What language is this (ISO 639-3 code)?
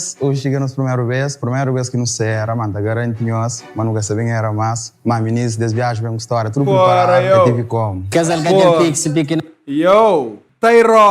kea